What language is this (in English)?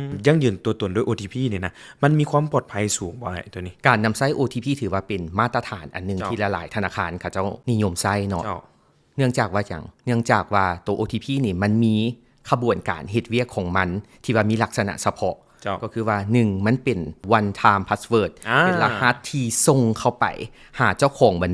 Lao